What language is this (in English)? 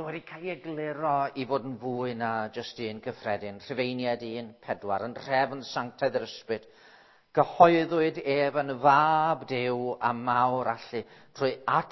Welsh